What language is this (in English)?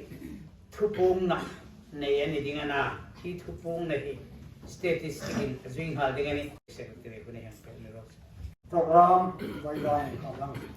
Hmar